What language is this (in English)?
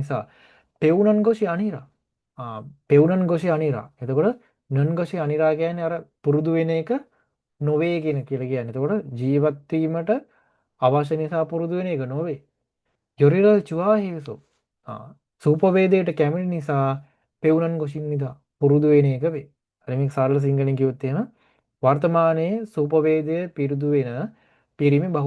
Sinhala